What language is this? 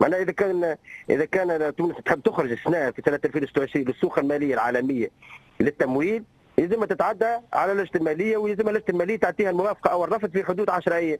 Tunisian Arabic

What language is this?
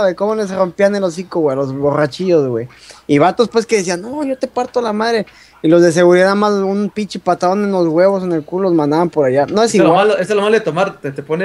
Spanish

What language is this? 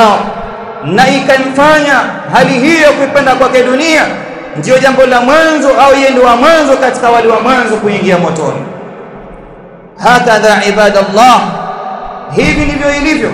Swahili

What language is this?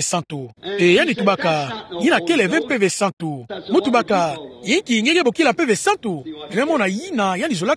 Kituba (Democratic Republic of Congo)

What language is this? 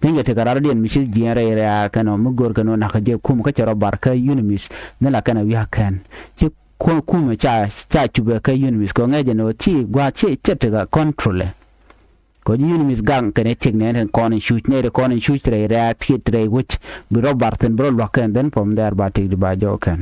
Nuer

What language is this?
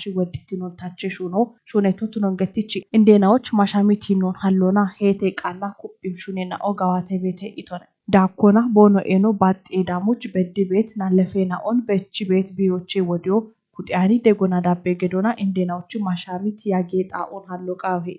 Kafa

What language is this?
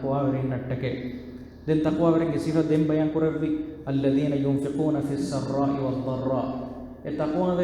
Divehi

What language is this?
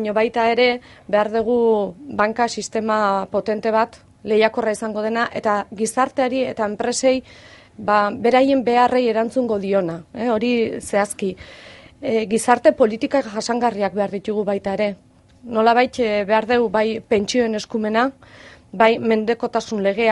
Basque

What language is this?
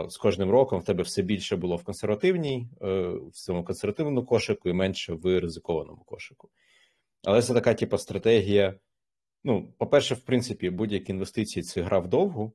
Ukrainian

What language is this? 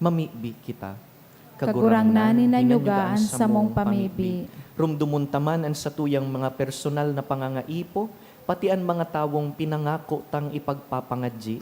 Bikol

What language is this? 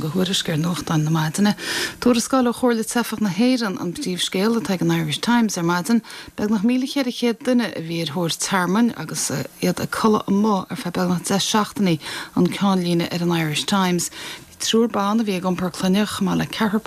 Irish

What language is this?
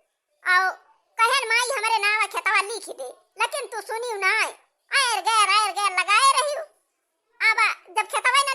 Awadhi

